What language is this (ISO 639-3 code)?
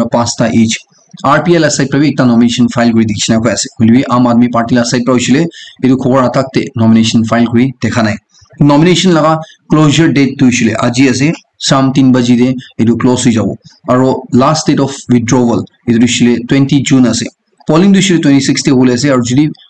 nag